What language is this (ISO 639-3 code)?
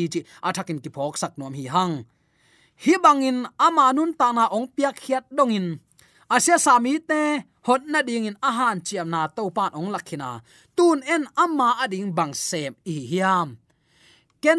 ctd